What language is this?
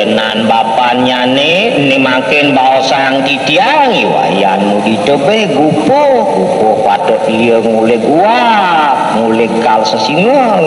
Balinese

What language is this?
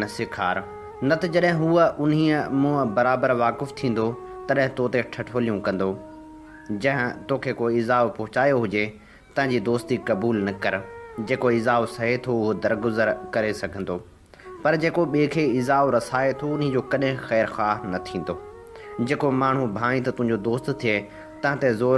Sindhi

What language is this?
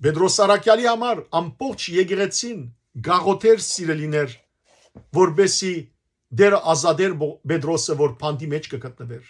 Western Armenian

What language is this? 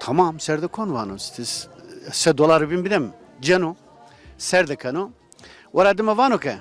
Zaza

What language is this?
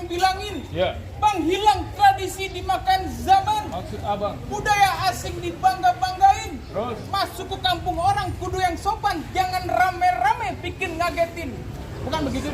Betawi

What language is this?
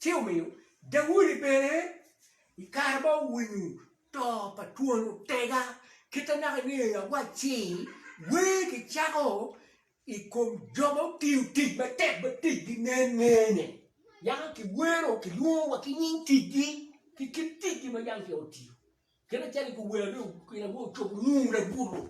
Acoli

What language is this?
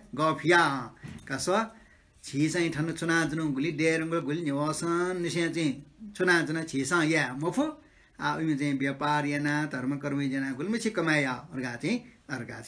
Newari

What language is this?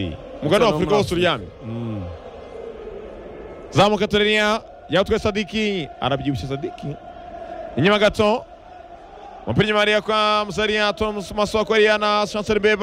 Kinyarwanda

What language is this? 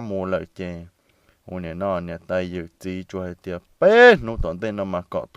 Hmong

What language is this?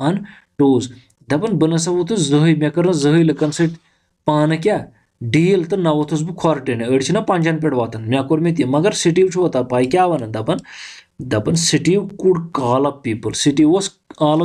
Kashmiri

